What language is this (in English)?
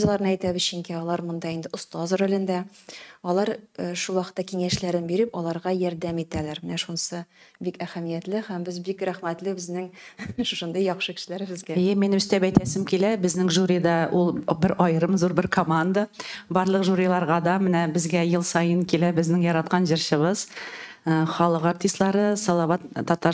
Tatar